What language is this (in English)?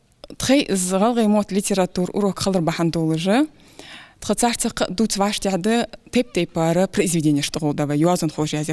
Ingush